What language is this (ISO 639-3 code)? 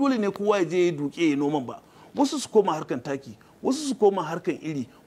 hau